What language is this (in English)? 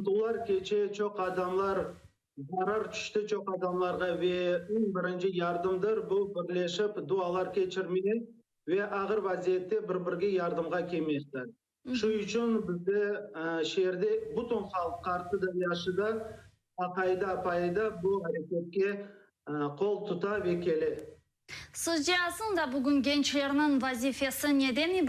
Crimean Tatar